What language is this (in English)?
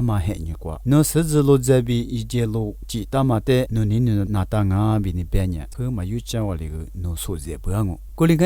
Lisu